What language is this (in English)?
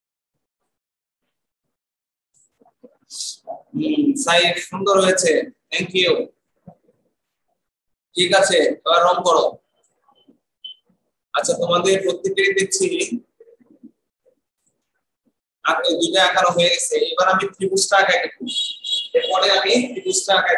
Bangla